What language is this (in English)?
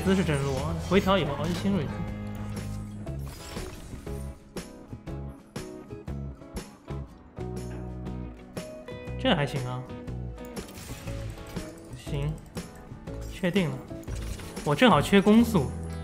Chinese